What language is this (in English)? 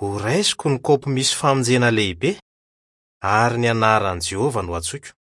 Malagasy